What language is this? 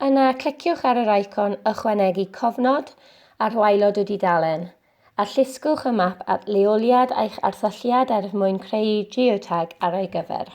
Welsh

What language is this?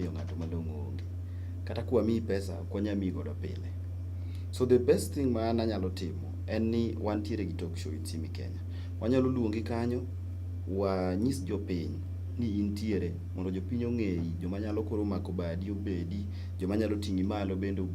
Luo (Kenya and Tanzania)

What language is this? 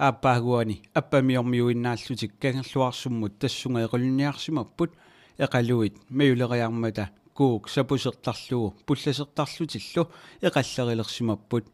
Kalaallisut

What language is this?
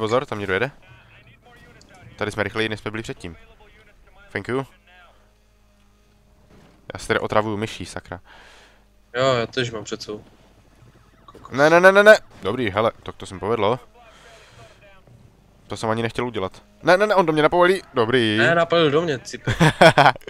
Czech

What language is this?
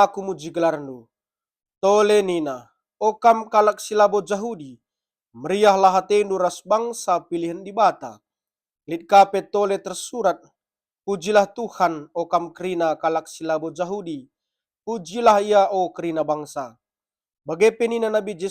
Batak Karo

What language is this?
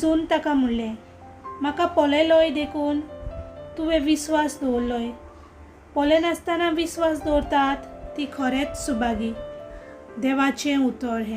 Konkani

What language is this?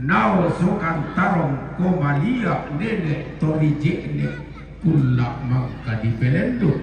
Toraja-Sa'dan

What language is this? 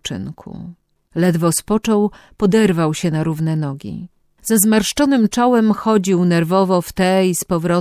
Polish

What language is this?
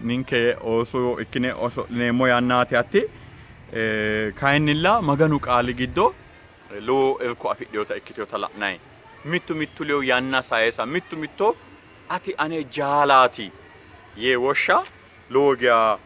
Sidamo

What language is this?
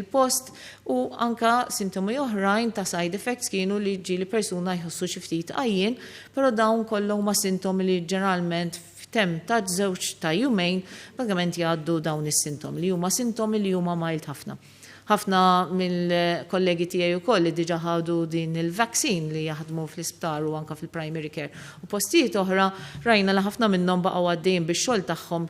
Maltese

